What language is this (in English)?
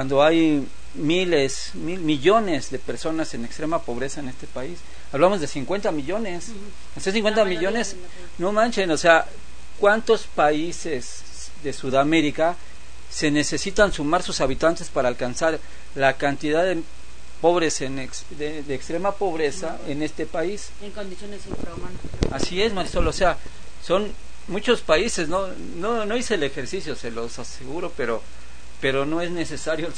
Spanish